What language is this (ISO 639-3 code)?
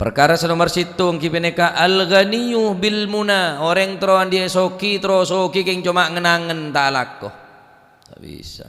mad